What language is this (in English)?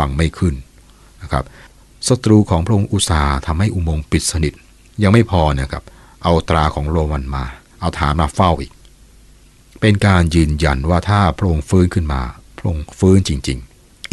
Thai